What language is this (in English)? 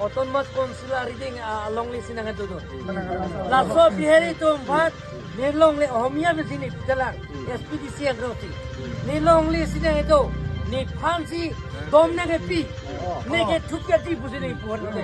Karbi